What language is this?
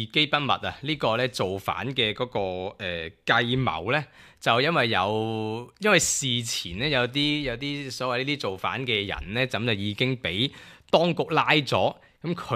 Cantonese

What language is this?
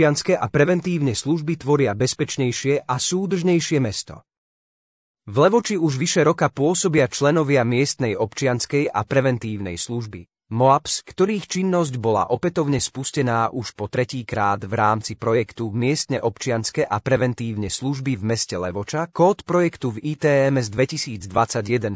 Slovak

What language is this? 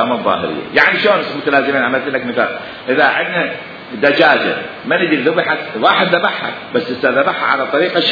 Mesopotamian Arabic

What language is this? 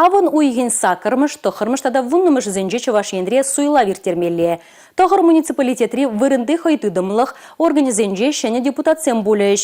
Chuvash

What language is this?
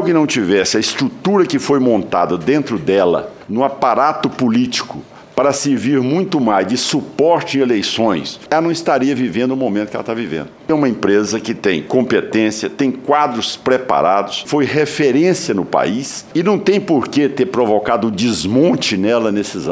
Portuguese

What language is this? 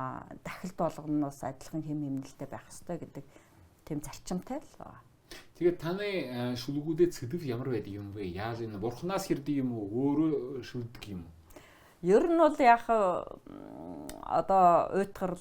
Mongolian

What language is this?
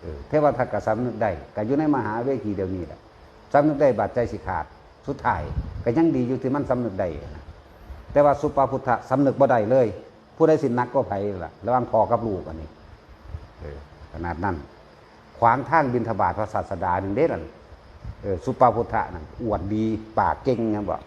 Lao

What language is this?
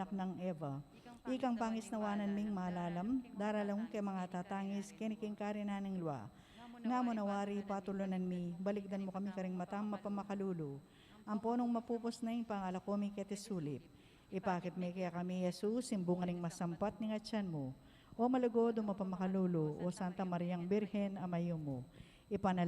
Pampanga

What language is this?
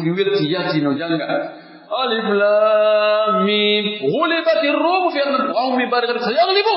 Pular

